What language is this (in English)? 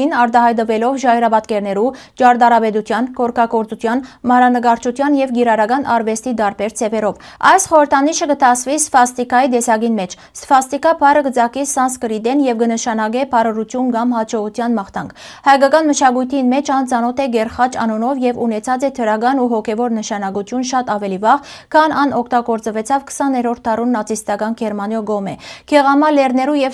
Western Armenian